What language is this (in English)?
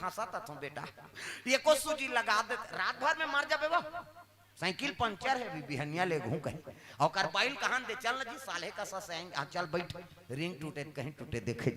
Chhattisgarhi